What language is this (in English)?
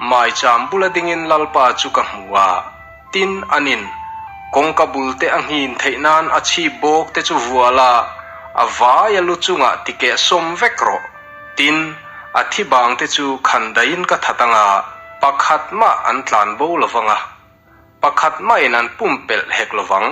Mizo